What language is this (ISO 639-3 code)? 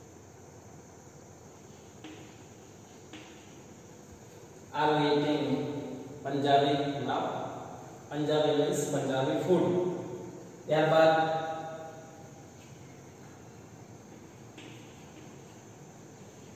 guj